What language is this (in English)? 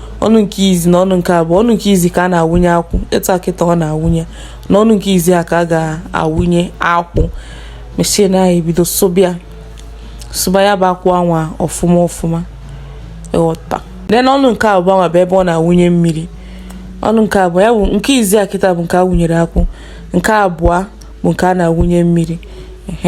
Igbo